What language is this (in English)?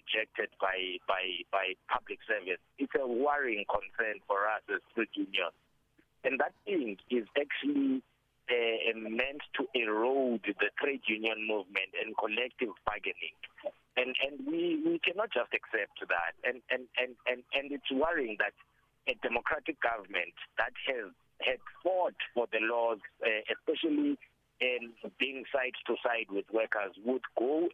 English